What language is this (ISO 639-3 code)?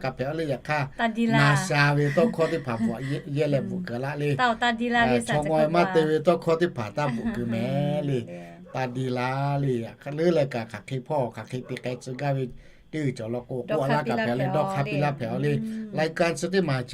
lhu